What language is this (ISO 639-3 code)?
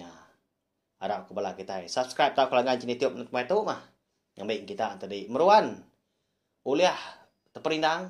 iba